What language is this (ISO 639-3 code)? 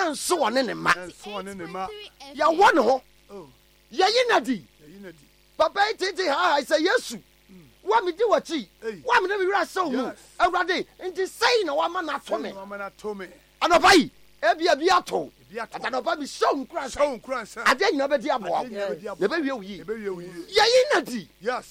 aka